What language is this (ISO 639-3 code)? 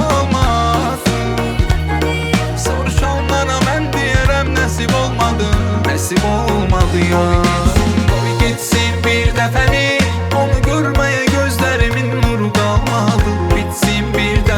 aze